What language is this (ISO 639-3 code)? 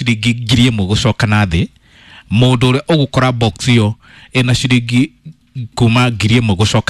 kik